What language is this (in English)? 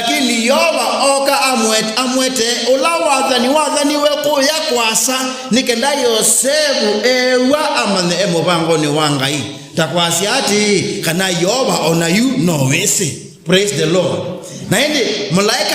Kamba